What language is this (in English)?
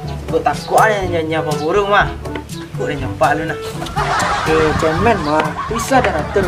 Minangkabau